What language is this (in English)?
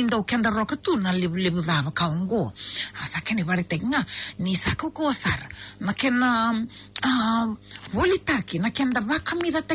Fijian